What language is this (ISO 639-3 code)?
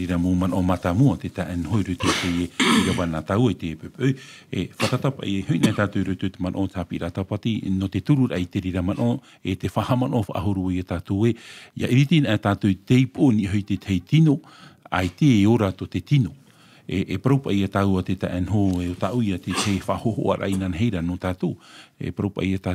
tah